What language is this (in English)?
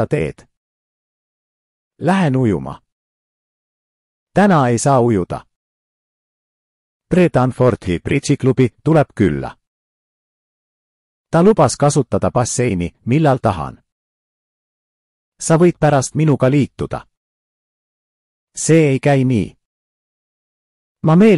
Estonian